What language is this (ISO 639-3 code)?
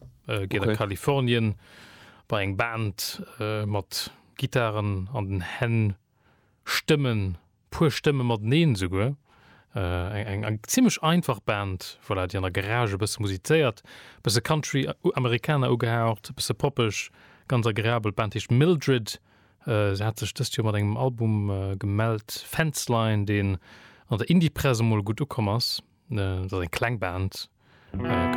ltz